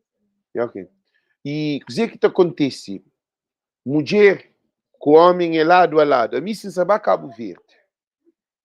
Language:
Kabuverdianu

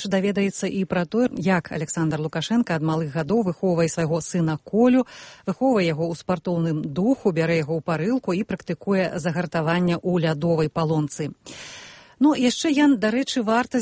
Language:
Belarusian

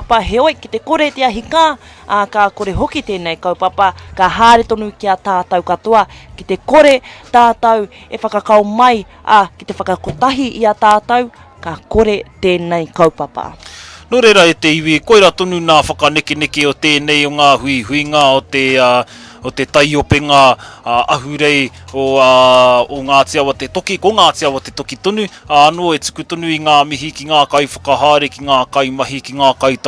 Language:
Māori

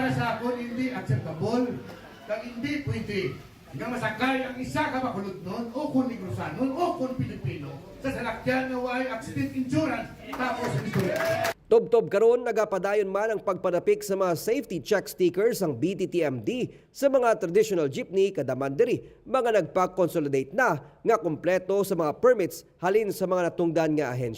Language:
Hiligaynon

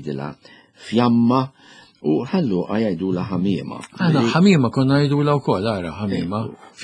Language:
Maltese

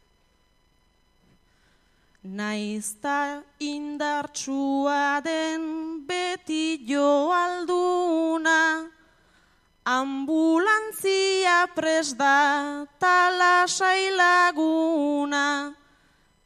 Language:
Basque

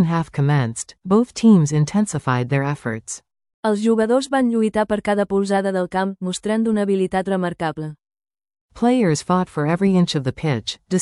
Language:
Catalan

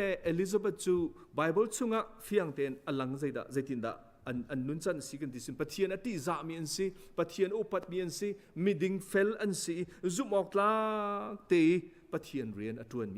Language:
Hakha Chin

